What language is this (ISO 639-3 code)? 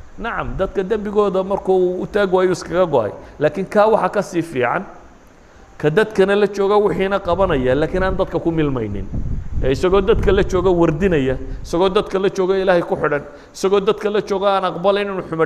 som